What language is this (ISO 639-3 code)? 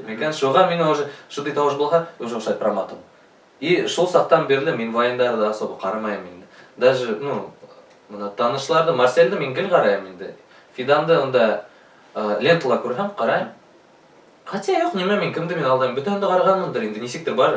bak